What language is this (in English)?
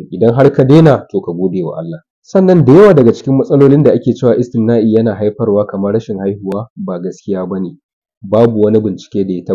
Hausa